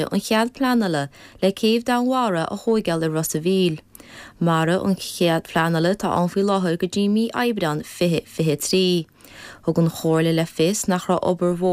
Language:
Irish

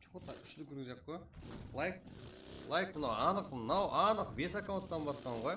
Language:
Kara-Kalpak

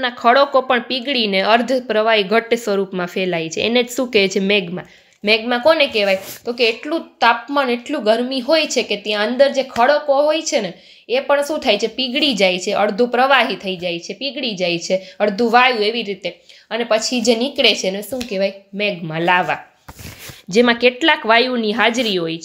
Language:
Gujarati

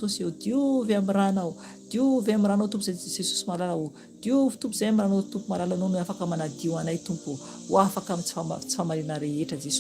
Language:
Malagasy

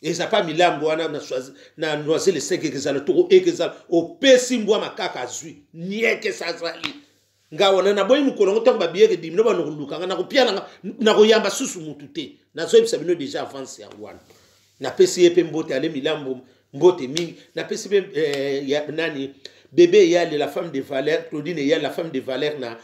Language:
Lingala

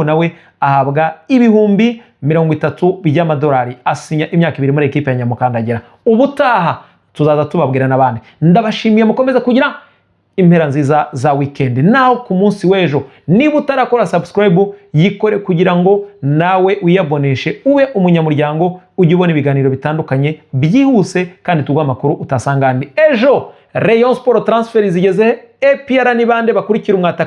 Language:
Kinyarwanda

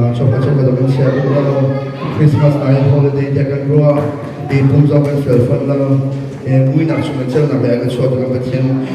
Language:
Hakha Chin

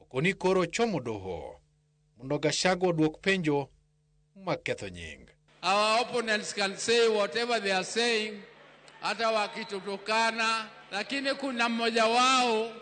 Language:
Luo (Kenya and Tanzania)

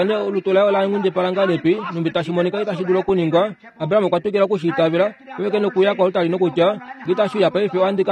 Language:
Kuanyama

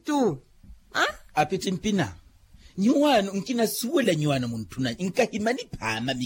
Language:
Makhuwa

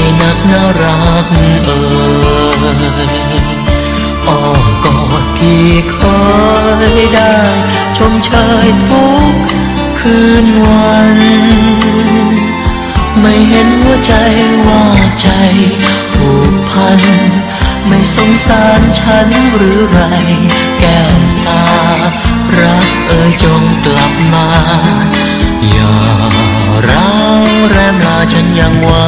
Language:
Thai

